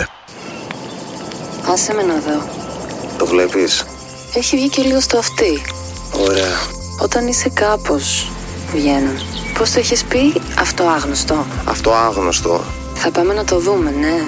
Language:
Greek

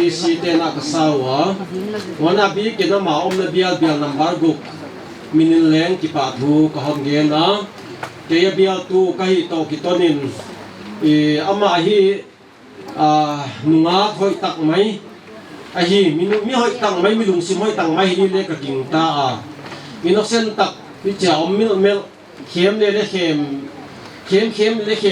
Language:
Paite Chin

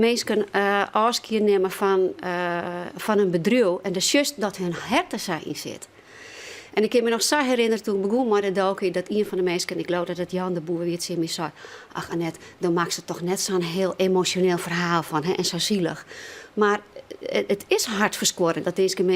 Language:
Western Frisian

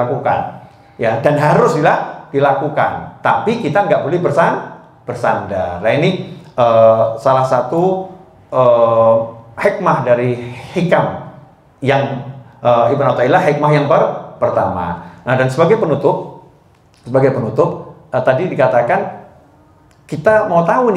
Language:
Indonesian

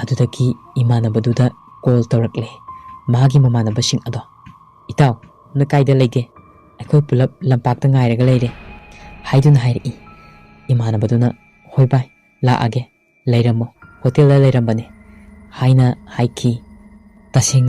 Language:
Manipuri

